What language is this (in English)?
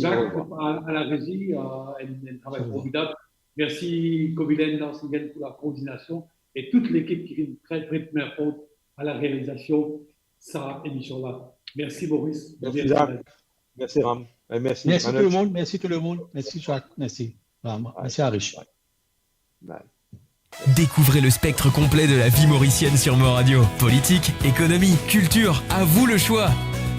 Morisyen